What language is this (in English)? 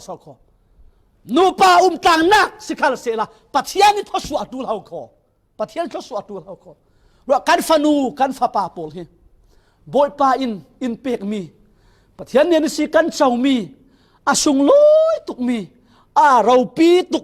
Falam Chin